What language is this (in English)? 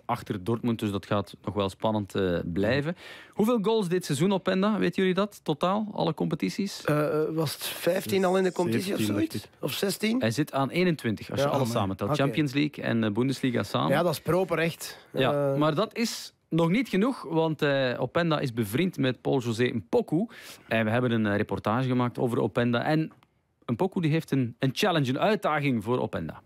Dutch